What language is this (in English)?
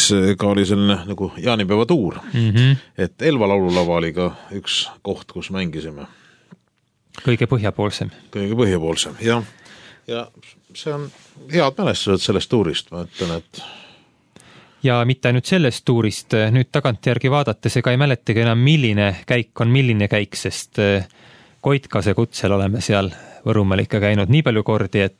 Estonian